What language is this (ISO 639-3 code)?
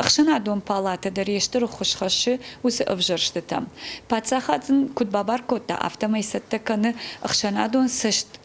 oss